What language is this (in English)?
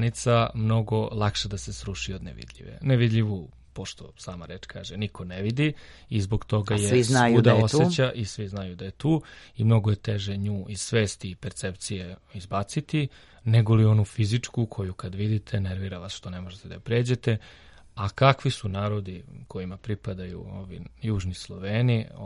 Serbian